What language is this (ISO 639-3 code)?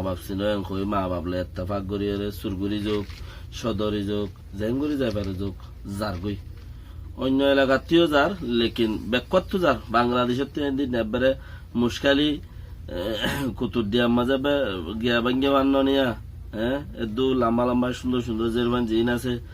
rhg